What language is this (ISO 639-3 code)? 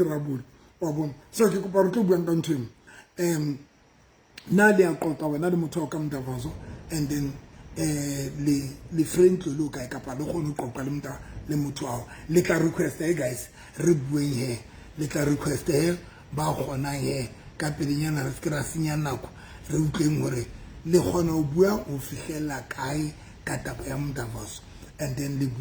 sot